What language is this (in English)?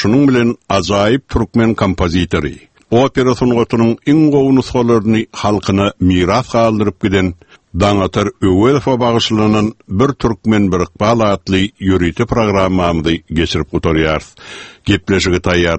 Turkmen